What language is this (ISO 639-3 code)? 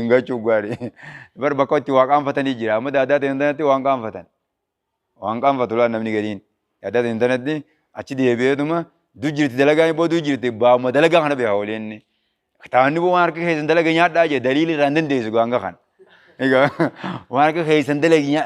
orm